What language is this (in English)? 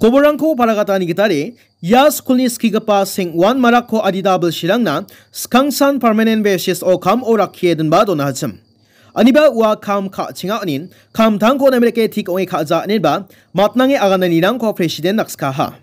Garo